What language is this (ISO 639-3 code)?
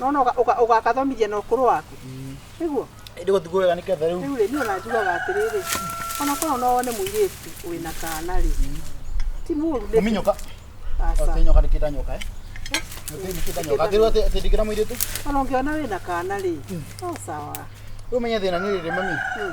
kik